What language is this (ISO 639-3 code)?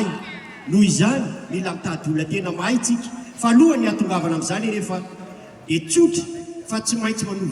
mlg